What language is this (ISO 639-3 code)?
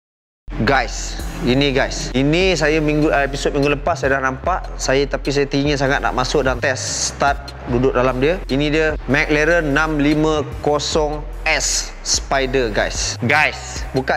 msa